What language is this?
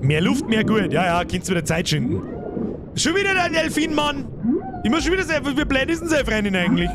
Bavarian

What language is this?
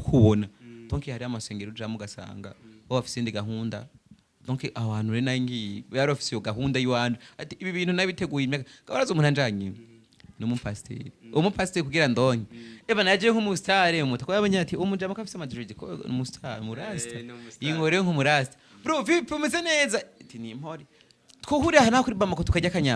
Rundi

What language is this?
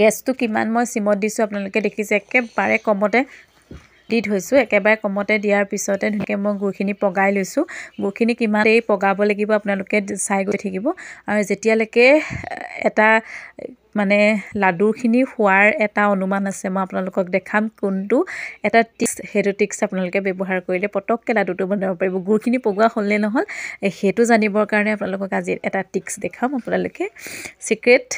Assamese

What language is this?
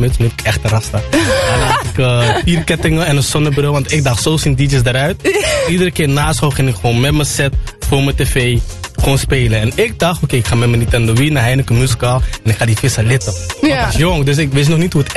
Dutch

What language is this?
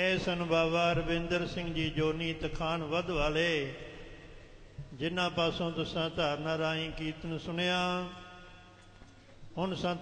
Punjabi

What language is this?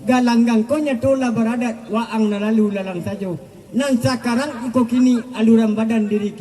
Minangkabau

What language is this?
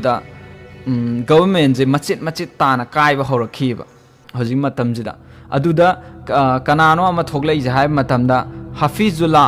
Manipuri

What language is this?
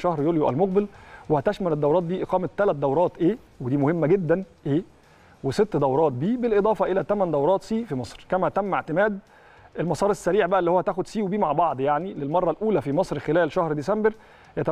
Egyptian Arabic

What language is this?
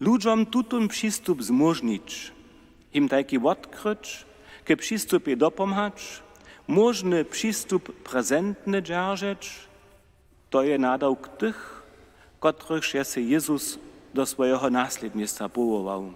Upper Sorbian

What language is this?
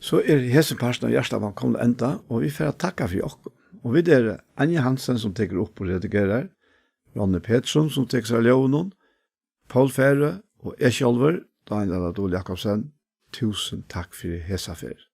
Faroese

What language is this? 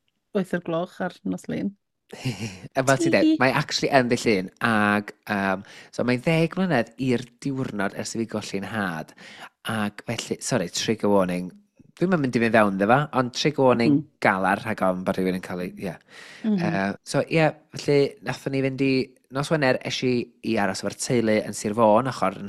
Welsh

